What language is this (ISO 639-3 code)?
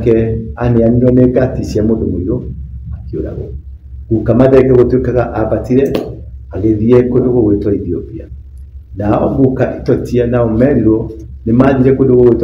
kik